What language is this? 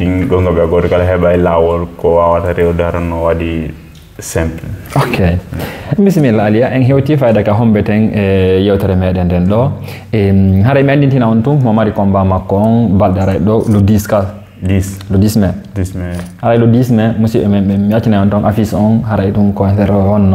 Fula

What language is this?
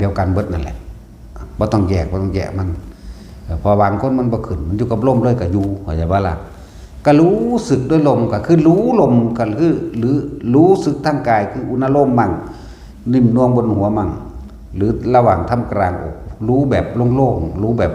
Northeastern Thai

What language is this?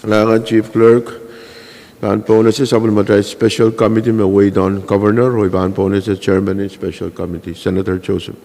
Pohnpeian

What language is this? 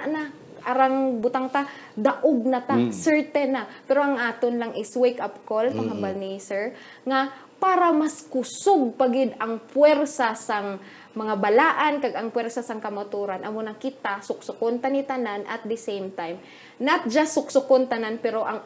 Hiligaynon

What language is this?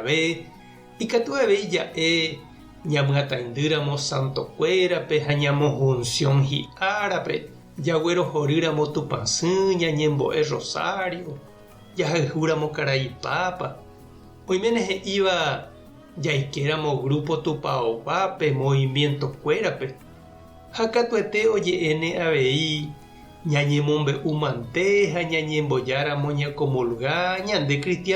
Guarani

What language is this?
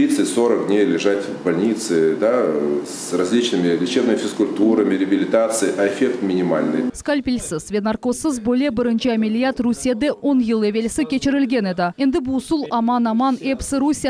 Crimean Tatar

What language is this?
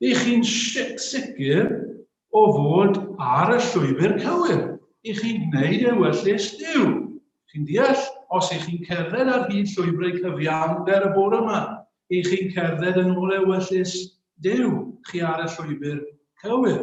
Welsh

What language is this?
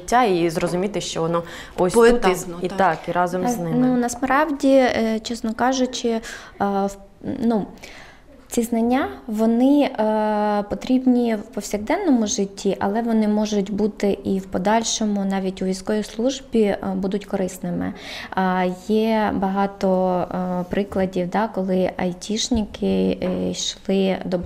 Ukrainian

